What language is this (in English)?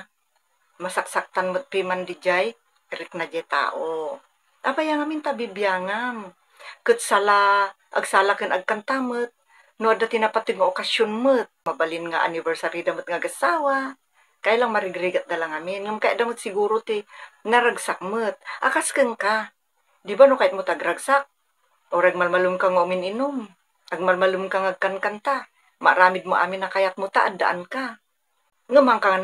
Iloko